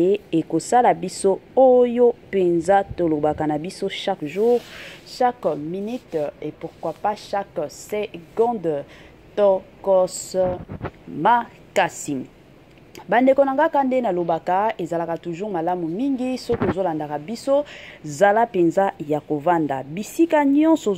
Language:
Lingala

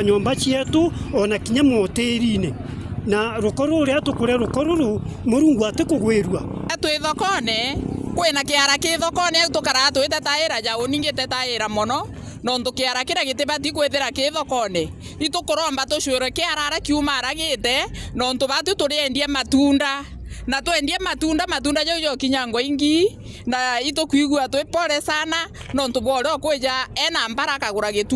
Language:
Meru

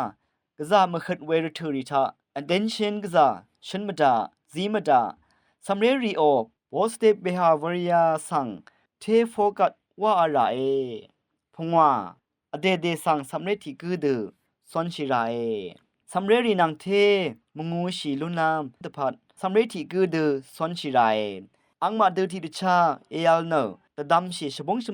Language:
Rawang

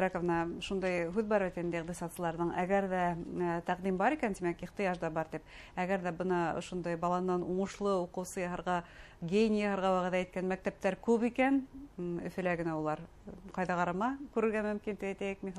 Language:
Bashkir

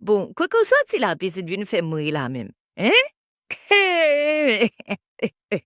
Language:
Haitian Creole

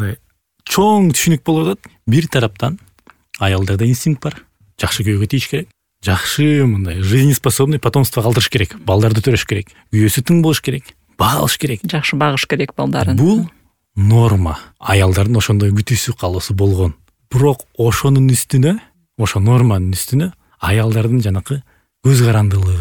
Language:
Kyrgyz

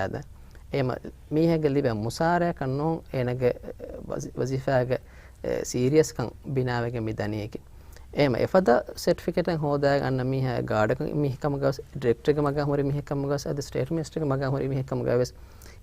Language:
Divehi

